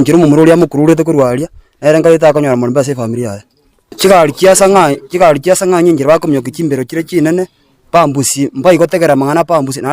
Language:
Gusii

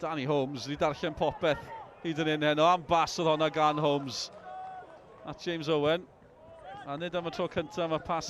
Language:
Welsh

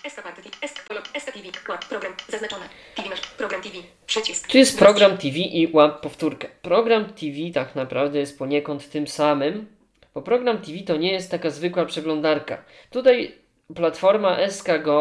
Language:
Polish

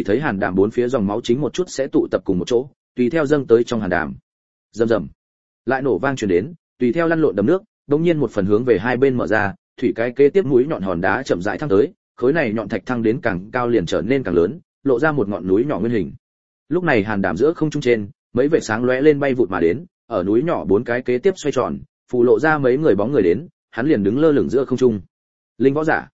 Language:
Vietnamese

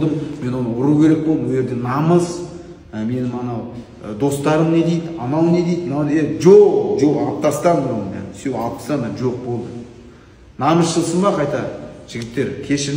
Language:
Kazakh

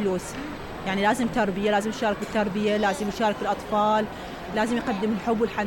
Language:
Mesopotamian Arabic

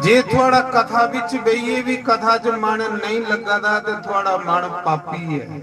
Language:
Dogri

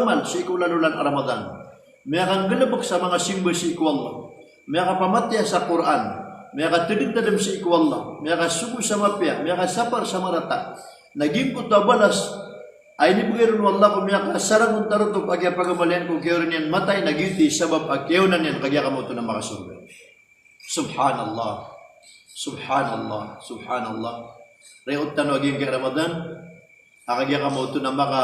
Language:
Maranao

